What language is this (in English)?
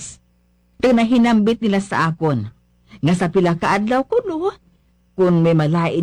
Hiligaynon